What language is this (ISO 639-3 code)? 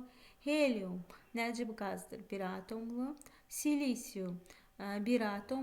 aze